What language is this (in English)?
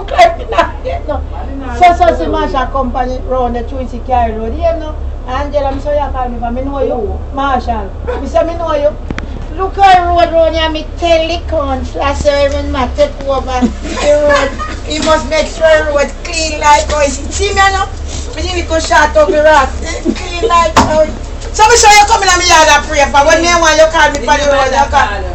Jamaican Creole English